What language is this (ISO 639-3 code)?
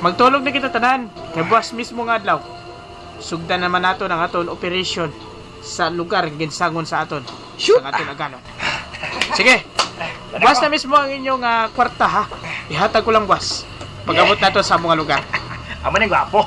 hil